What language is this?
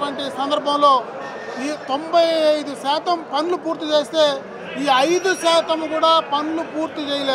Telugu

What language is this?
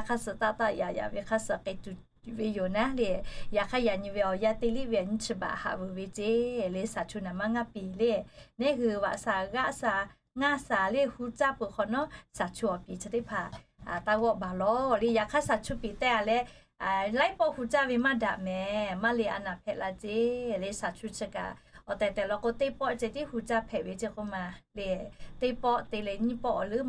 Lahu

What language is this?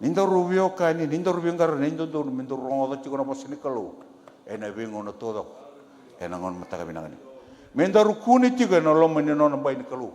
Fijian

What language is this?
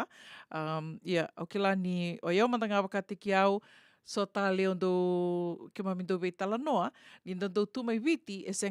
Fijian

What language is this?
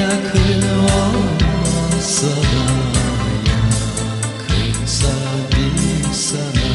Gagauz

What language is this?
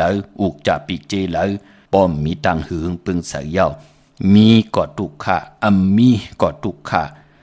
Shan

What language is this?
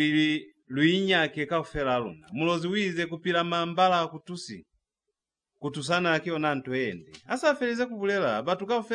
Lozi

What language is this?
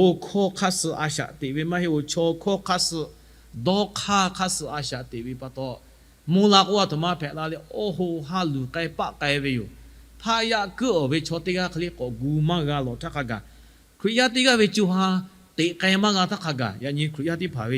Lahu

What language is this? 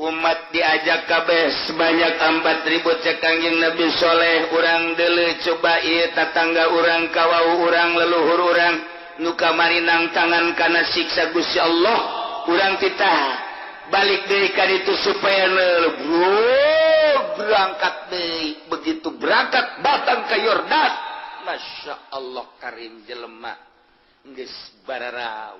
Sundanese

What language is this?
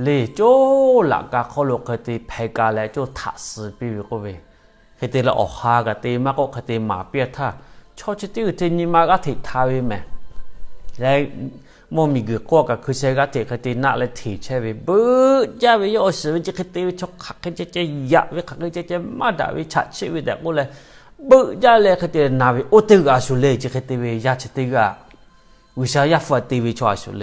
Lahu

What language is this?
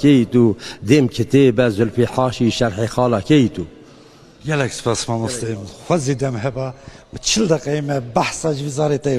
Kurdish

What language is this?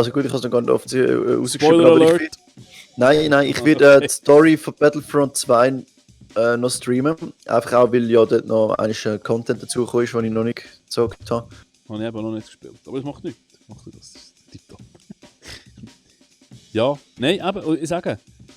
Swiss German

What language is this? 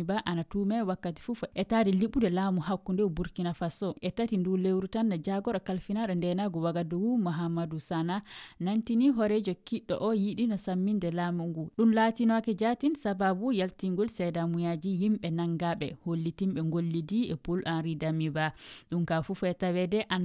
Fula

